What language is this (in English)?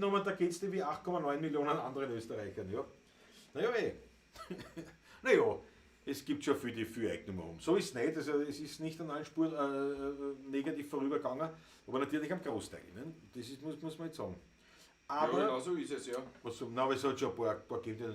Bavarian